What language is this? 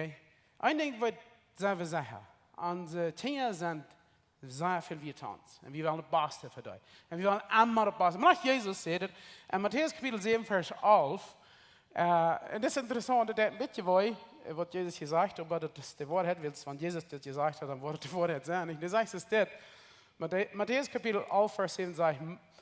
Plautdietsch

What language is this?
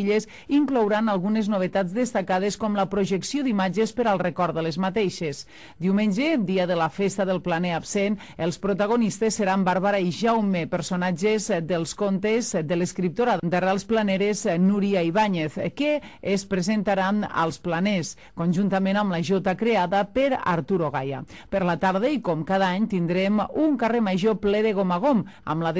Catalan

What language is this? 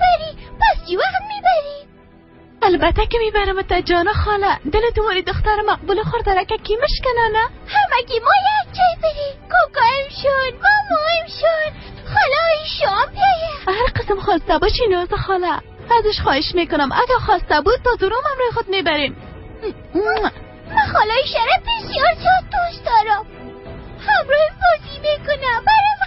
Persian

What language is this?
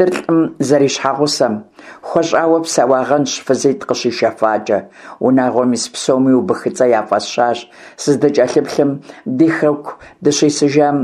Kabardian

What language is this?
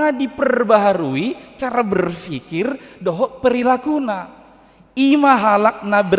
Batak Toba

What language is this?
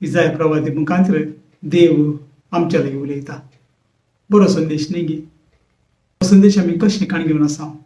Konkani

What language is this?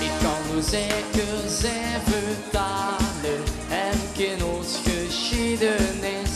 Limburgish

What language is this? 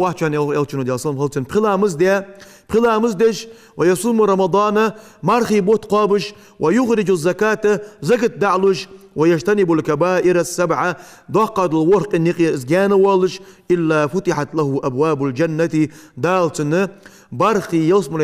Ingush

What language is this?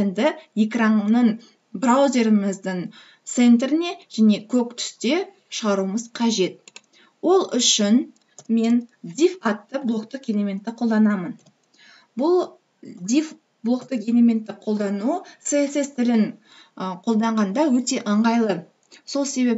Kazakh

